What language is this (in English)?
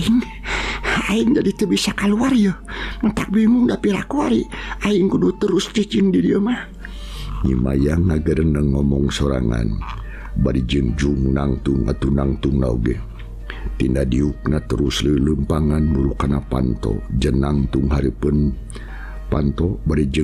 Sundanese